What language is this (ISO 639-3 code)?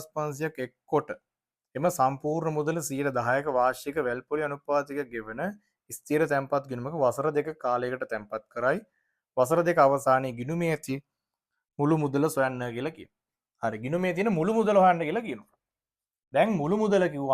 sin